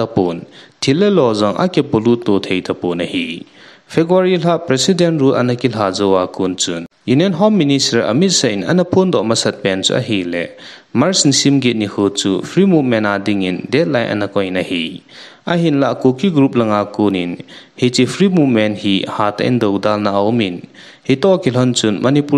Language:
Thado Chin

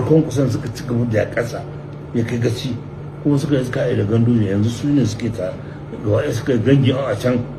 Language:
Hausa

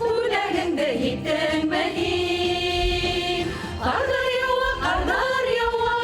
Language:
Bashkir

